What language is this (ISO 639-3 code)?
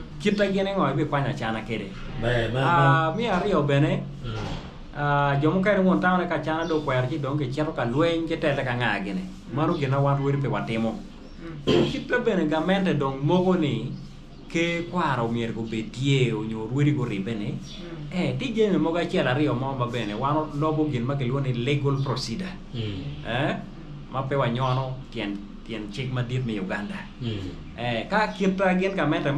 ach